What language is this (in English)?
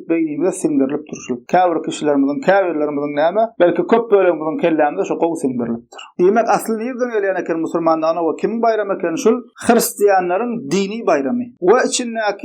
Turkmen